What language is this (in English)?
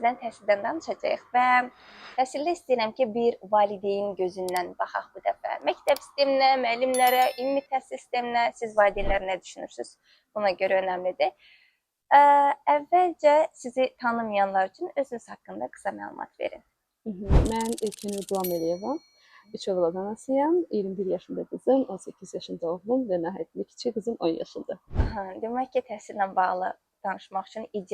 Azerbaijani